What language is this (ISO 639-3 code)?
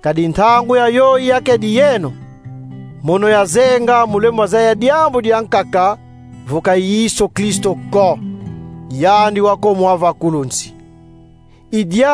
kon